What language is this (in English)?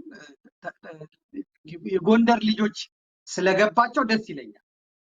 Amharic